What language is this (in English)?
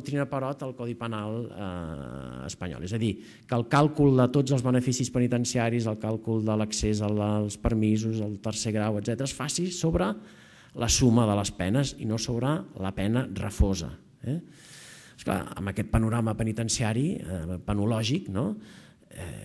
Catalan